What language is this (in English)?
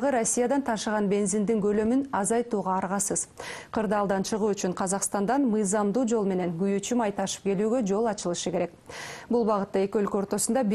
Kyrgyz